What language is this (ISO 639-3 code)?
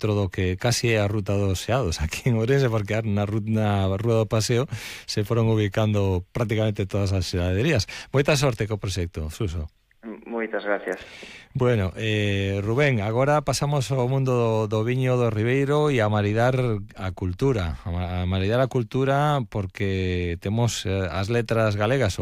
glg